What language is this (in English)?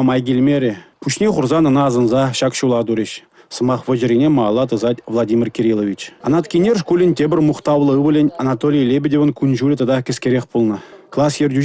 Chuvash